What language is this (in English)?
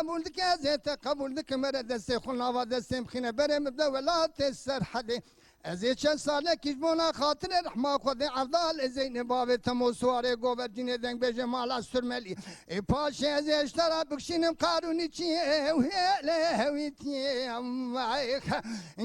Kurdish